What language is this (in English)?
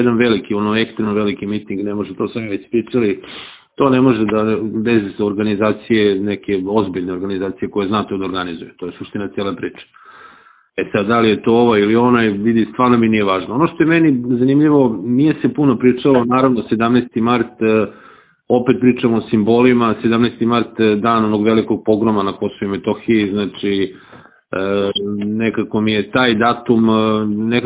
Serbian